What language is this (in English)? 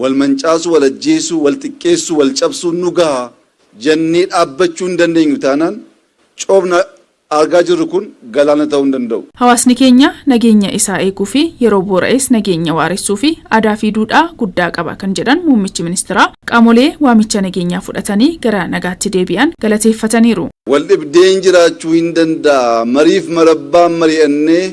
Oromo